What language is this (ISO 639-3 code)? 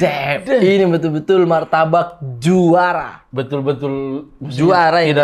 mfp